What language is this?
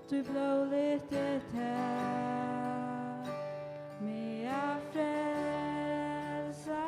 Faroese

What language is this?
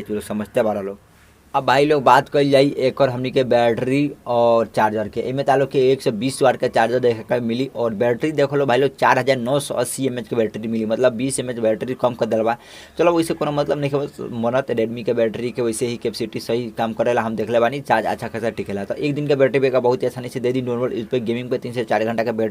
Bhojpuri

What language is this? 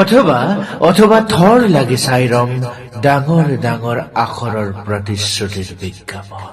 Assamese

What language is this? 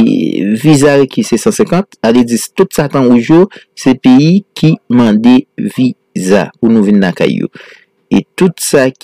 Haitian Creole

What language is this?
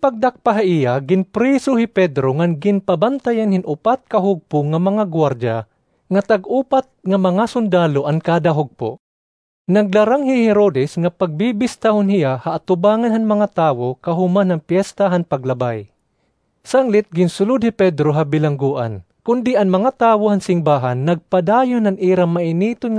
Waray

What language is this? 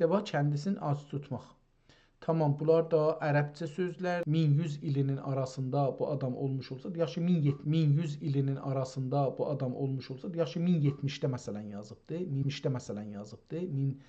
South Azerbaijani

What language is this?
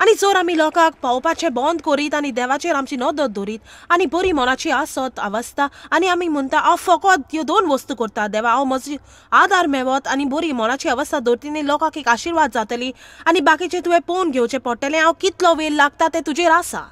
Konkani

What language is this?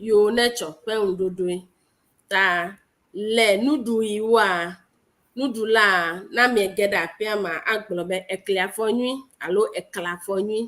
Ewe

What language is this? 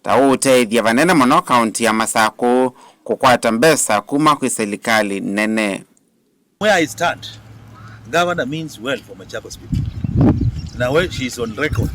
Kamba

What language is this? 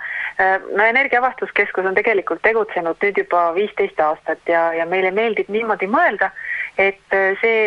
Estonian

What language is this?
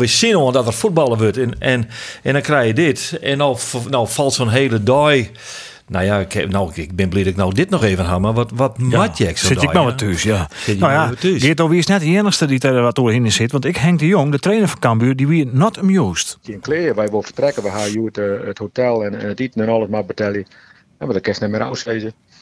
Western Frisian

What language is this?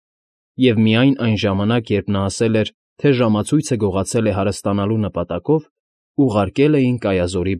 Armenian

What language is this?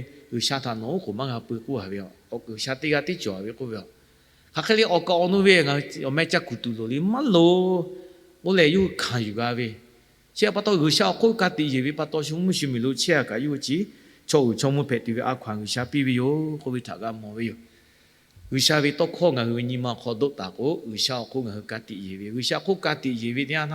Lahu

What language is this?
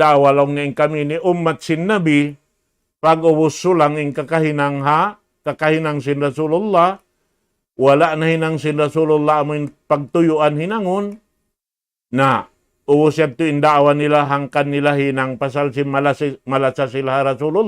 Tausug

